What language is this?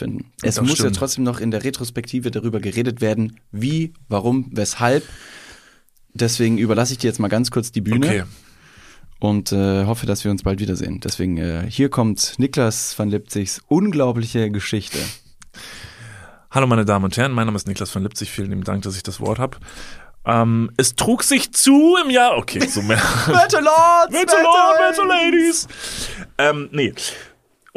German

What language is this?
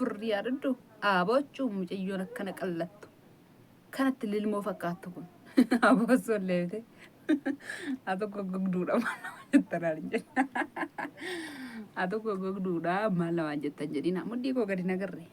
Oromo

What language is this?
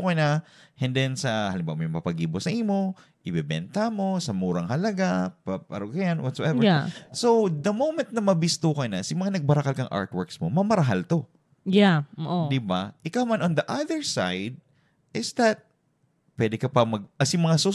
Bikol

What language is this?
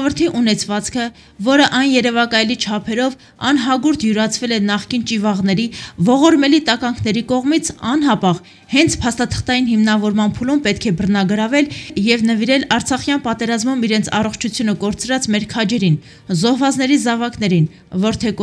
Armenian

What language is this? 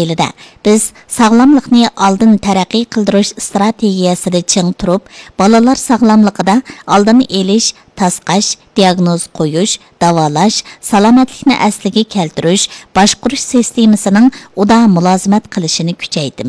Uyghur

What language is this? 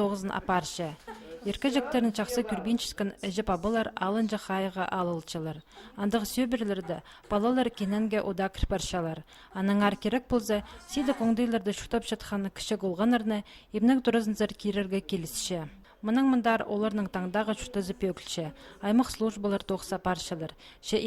Khakas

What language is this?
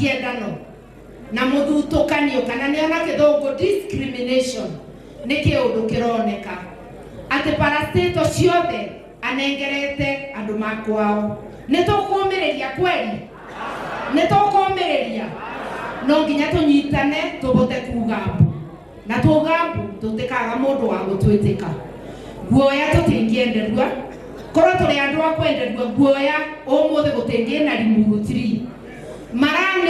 Kikuyu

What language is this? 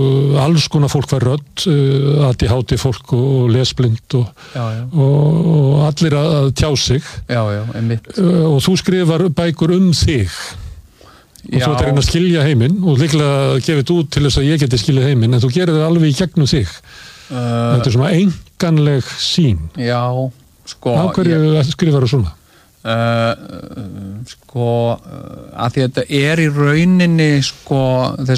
Icelandic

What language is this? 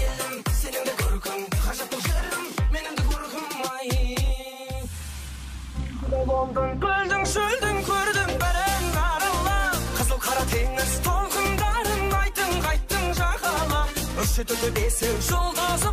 Kazakh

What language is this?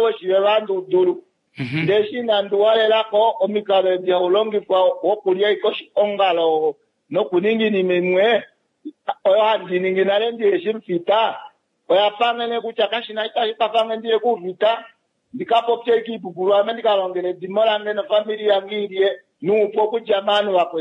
Kuanyama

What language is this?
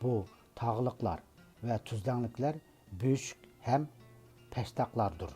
Uyghur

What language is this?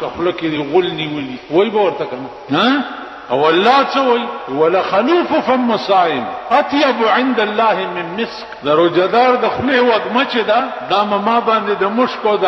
Pashto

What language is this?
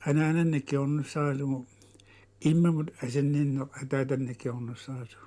Kalaallisut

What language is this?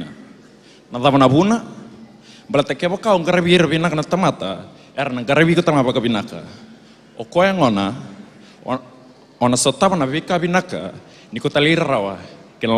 Fijian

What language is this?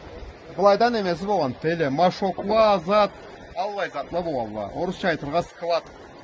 Karachay-Balkar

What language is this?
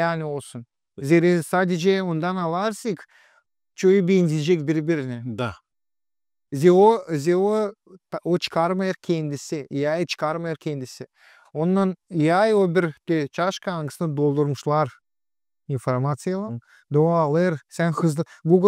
Gagauz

